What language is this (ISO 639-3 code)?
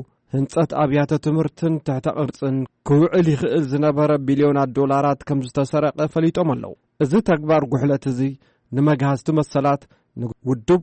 tir